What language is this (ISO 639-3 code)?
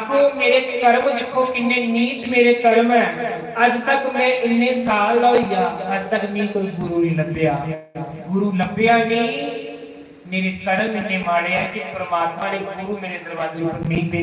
doi